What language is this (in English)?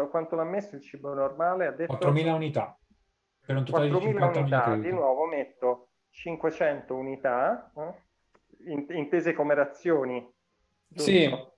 Italian